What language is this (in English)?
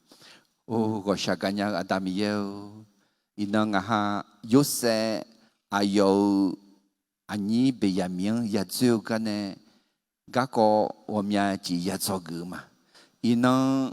Akha